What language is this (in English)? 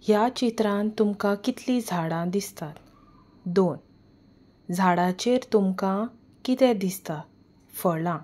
Konkani